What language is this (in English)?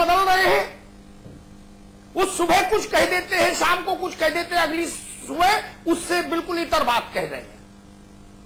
Hindi